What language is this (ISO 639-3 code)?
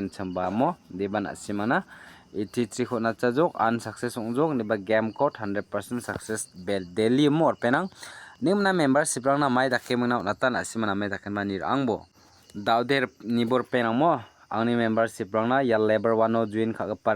grt